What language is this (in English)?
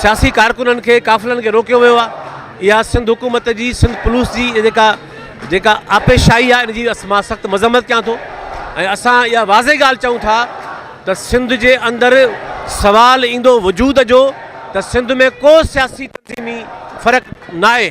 Sindhi